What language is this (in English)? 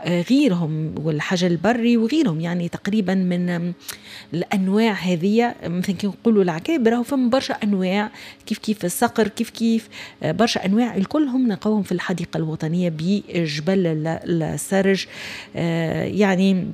Tunisian Arabic